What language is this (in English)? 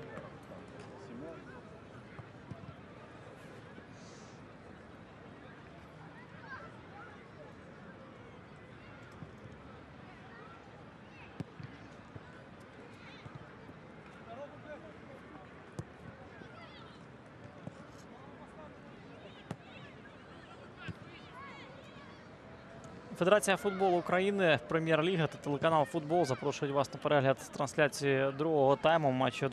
Ukrainian